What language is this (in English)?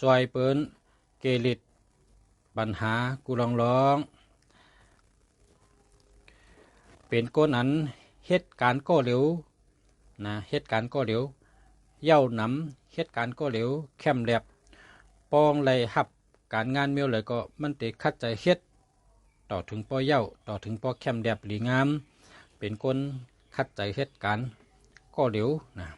Shan